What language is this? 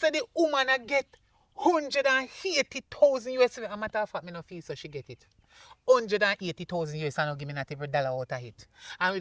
Jamaican Creole English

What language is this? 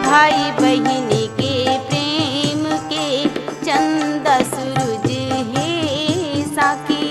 Chhattisgarhi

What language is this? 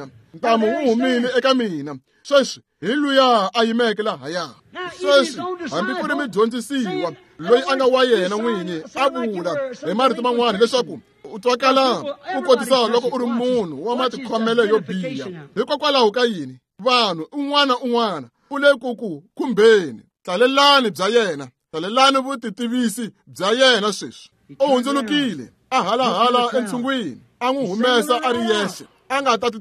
Tsonga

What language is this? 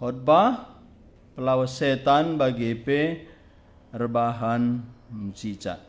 Batak Karo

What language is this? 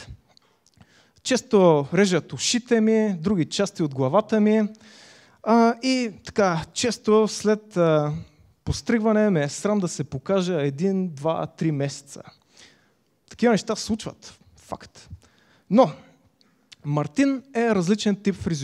Bulgarian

